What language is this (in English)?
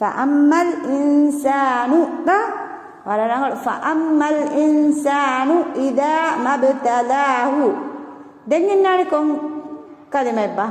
Divehi